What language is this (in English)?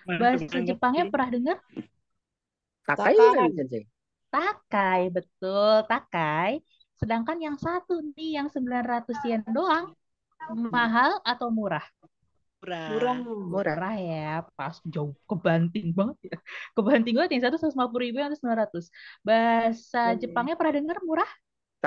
Indonesian